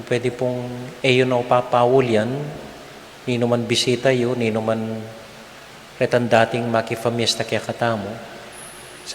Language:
Pampanga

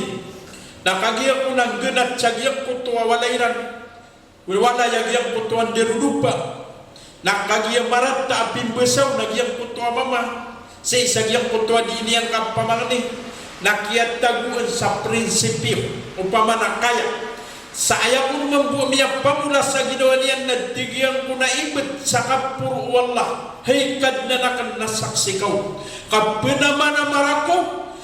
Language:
Maranao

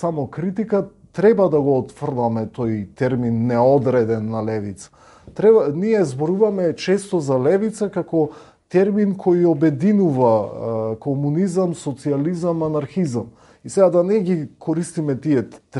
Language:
Macedonian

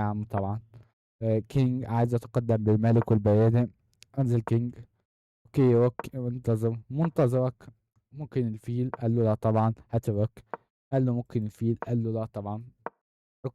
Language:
Egyptian Arabic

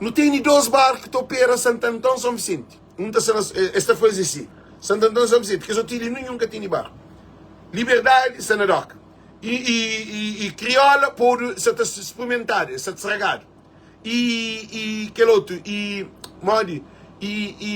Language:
Kabuverdianu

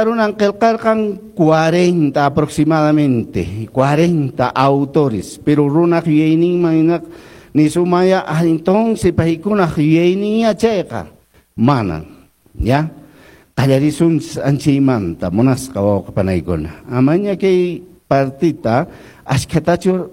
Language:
Quechua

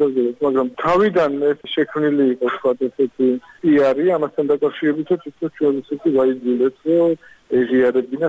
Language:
Georgian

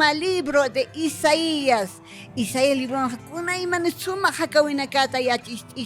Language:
Aymara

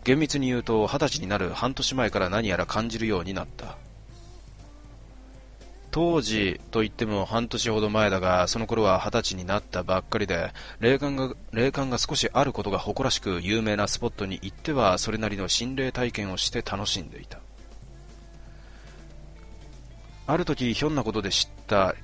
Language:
Japanese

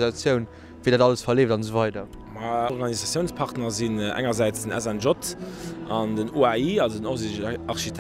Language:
Luxembourgish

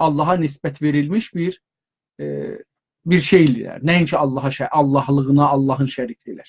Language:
South Azerbaijani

